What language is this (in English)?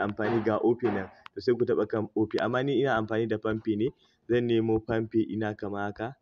Hausa